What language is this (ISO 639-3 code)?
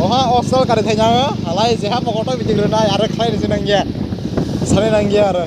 trp